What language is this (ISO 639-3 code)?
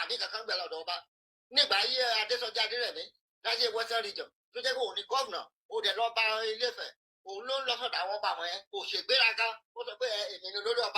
yor